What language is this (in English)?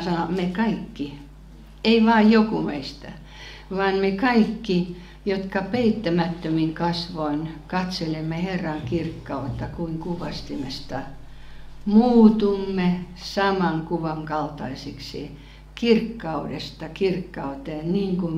Finnish